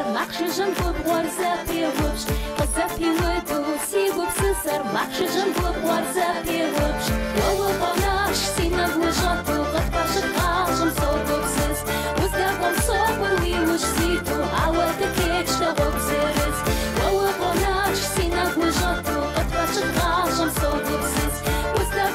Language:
Kabardian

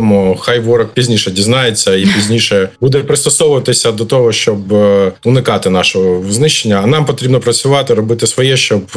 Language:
Ukrainian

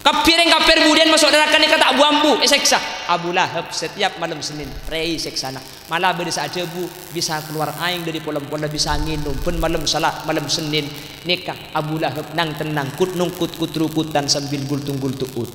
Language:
Madurese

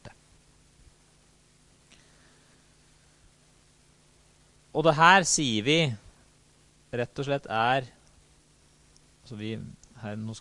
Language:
Norwegian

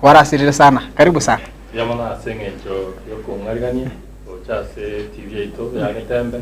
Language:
Gusii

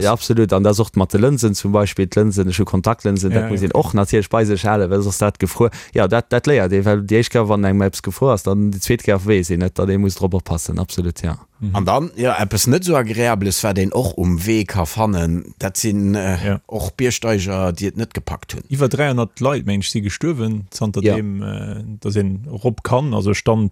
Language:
Luxembourgish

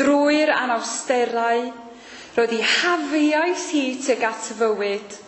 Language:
Welsh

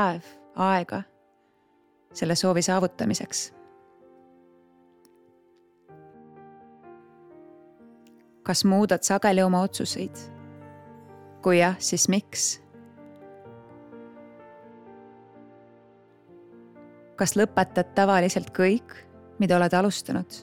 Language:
Estonian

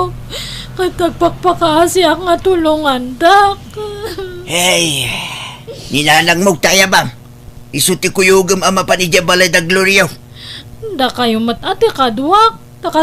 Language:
Iloko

